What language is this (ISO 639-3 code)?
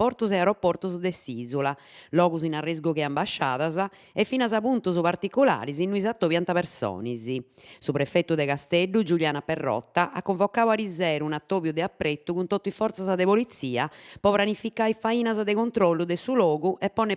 srd